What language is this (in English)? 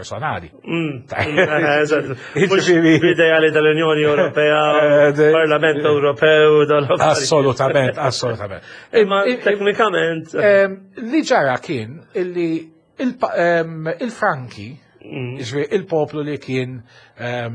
Maltese